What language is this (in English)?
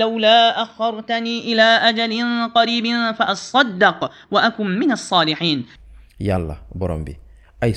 Wolof